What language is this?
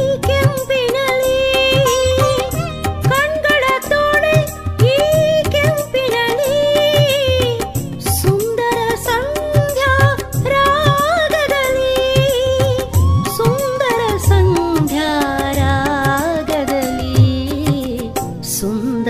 Kannada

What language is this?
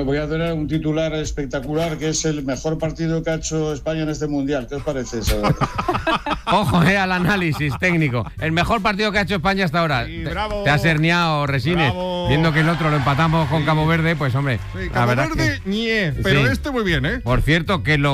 Spanish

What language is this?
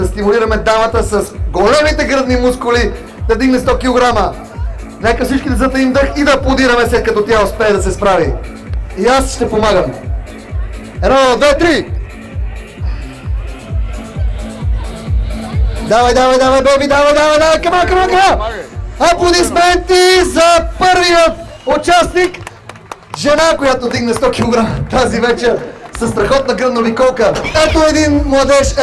Bulgarian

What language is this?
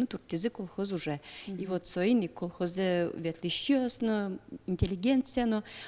Udmurt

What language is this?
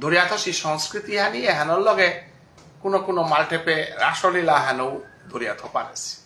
Bishnupriya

